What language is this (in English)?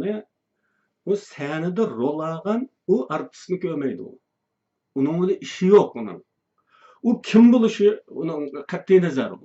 Uyghur